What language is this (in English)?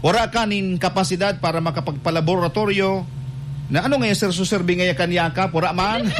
Bikol